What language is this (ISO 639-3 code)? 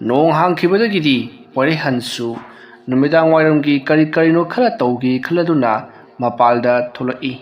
mni